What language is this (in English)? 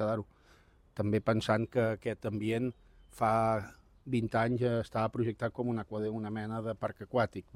Catalan